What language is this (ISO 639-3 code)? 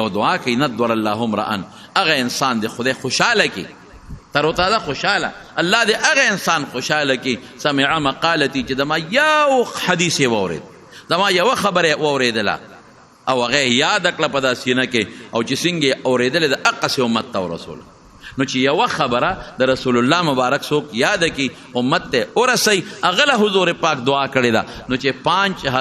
pus